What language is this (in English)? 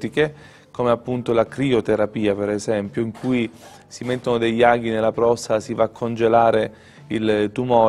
Italian